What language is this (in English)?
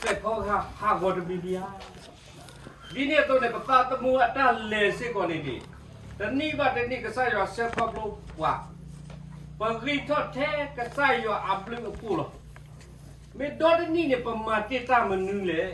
S'gaw Karen